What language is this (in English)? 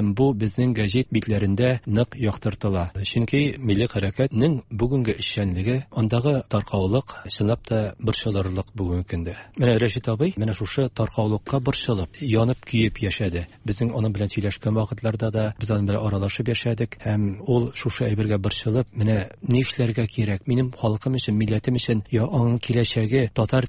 Tatar